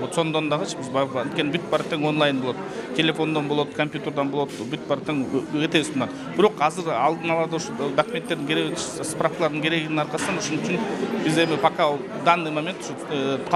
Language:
Kyrgyz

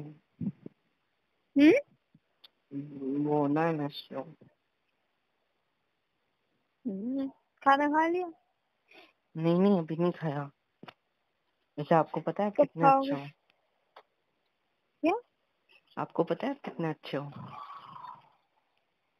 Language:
Hindi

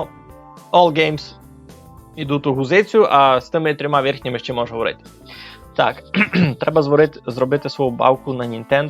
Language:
Rusyn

